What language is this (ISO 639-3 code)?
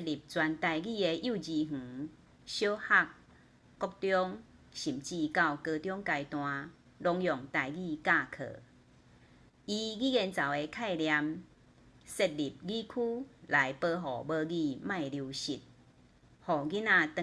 nan